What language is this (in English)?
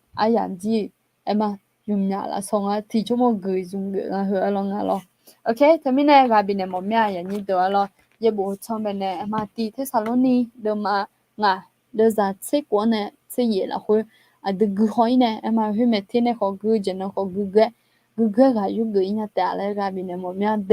Akha